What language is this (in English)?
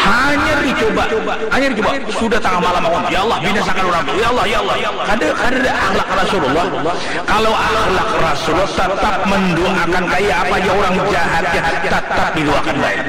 Banjar